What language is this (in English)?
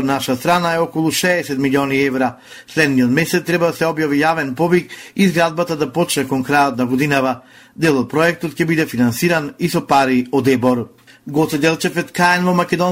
Macedonian